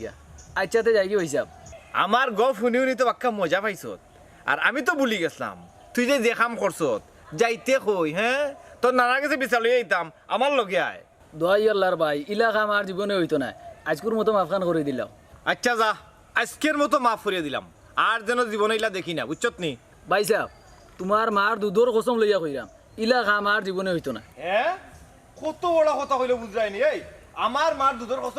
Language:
Sylheti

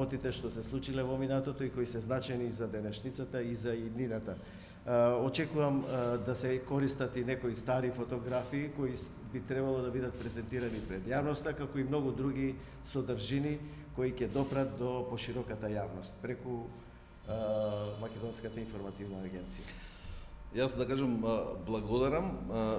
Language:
Macedonian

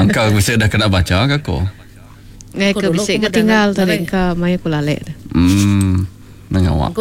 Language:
Iban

